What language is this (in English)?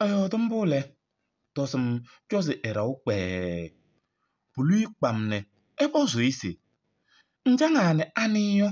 Kabiyè